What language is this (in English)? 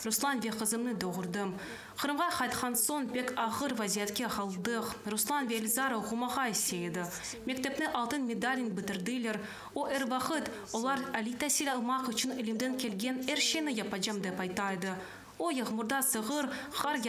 Crimean Tatar